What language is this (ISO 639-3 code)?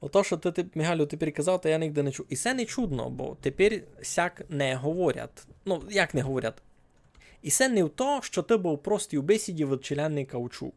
rue